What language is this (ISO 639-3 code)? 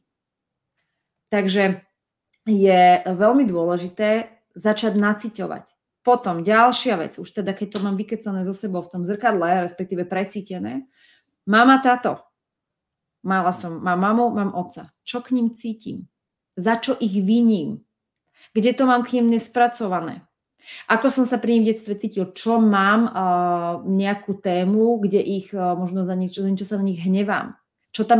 slk